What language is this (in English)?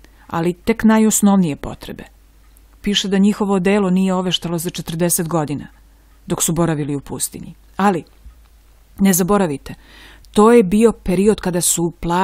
Serbian